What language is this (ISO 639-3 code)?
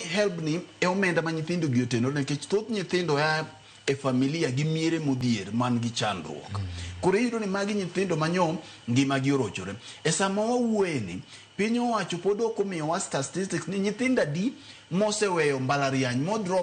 luo